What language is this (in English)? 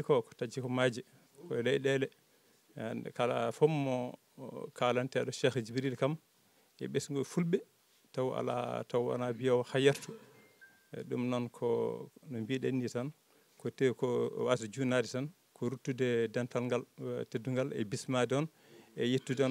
Fula